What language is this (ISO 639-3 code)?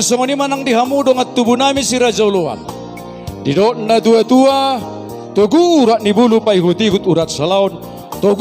bbc